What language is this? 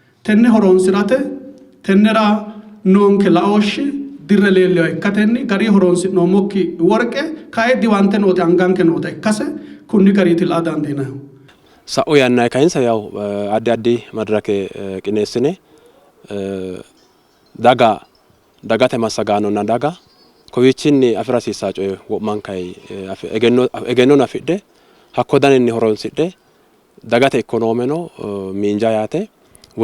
Sidamo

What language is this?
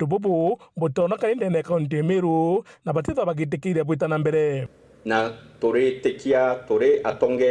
Meru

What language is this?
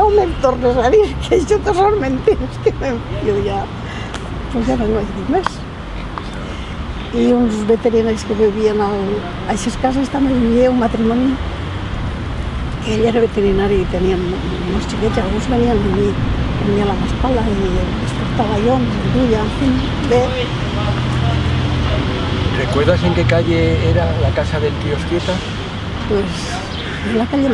Catalan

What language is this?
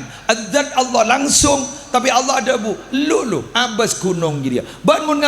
Madurese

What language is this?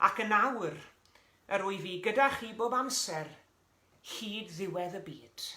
Welsh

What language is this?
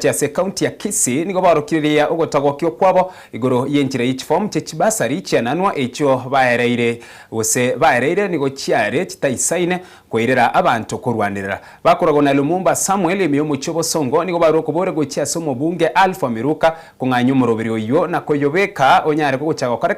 Gusii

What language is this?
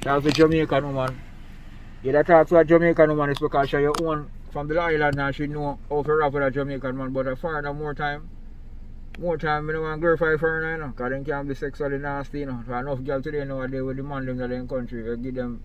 Jamaican Creole English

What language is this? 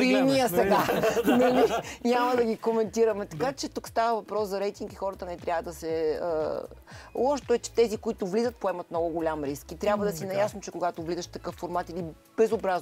Bulgarian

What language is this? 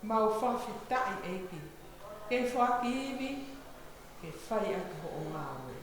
Tongan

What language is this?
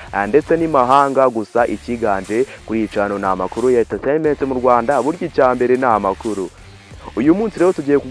Kinyarwanda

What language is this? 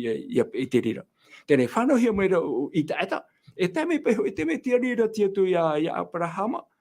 Tahitian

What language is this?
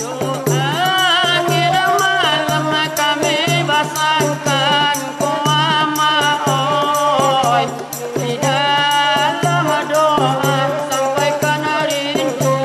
Minangkabau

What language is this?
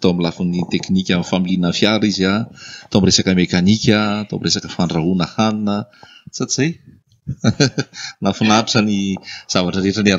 Malagasy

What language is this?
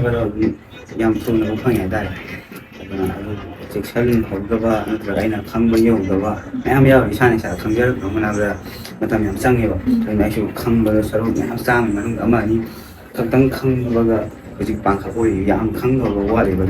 Manipuri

